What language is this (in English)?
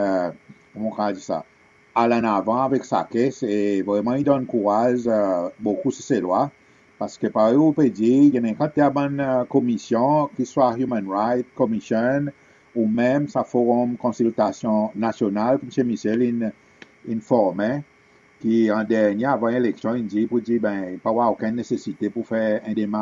Seselwa Creole French